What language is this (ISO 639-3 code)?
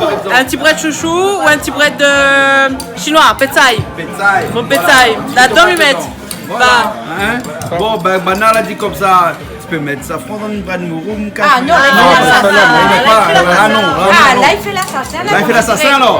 rcf